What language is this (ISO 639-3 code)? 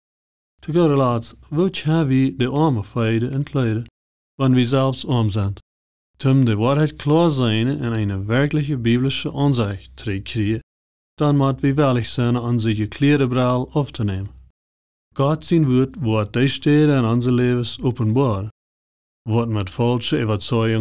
pdt